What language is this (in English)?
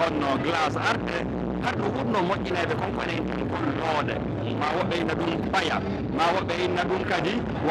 Pular